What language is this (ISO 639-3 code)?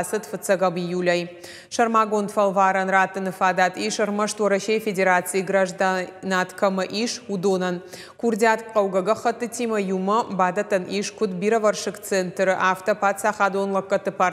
oss